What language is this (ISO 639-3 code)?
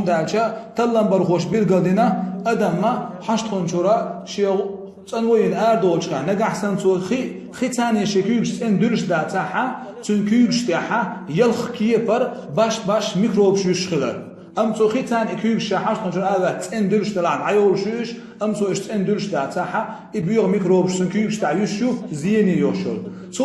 che